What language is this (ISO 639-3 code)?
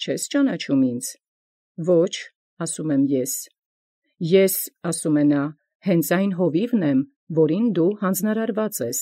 hye